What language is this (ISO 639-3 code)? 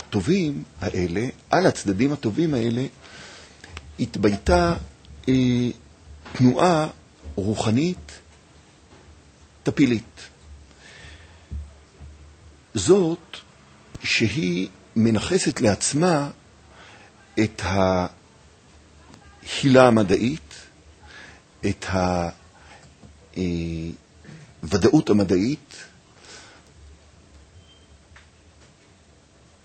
heb